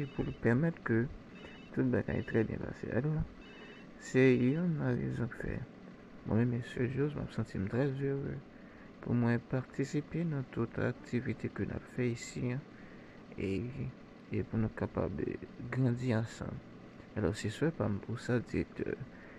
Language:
Haitian Creole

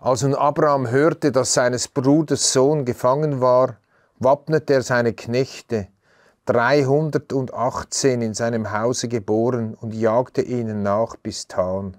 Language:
Swiss German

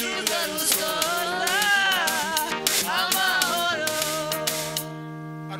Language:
Kinyarwanda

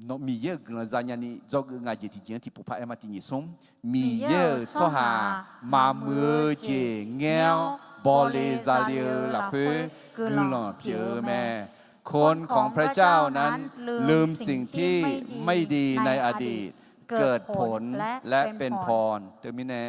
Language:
Akha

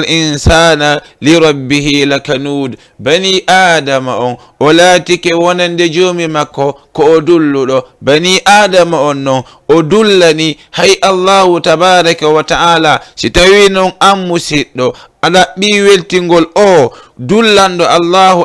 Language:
Fula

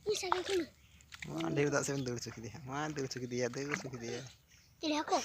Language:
Santali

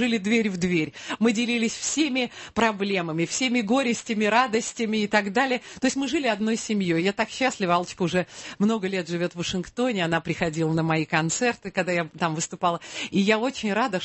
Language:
Russian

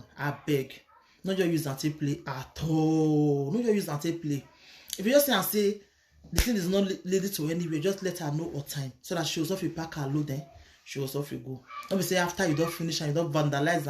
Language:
Nigerian Pidgin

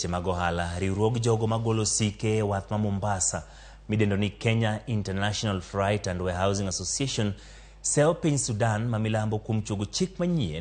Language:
Luo (Kenya and Tanzania)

